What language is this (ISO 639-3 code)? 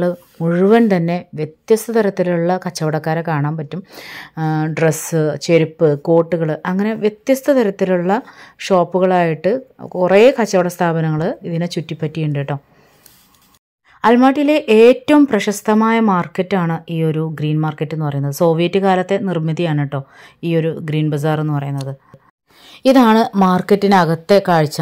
mal